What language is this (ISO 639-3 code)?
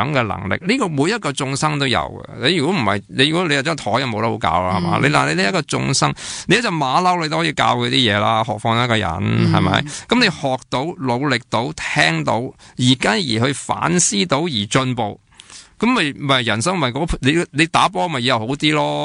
yue